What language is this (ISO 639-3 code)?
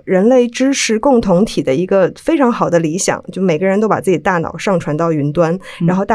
zho